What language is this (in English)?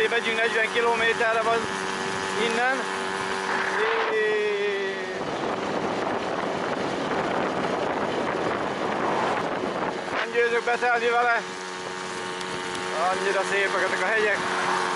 Hungarian